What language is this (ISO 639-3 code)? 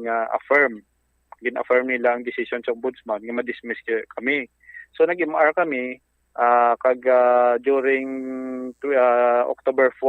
hil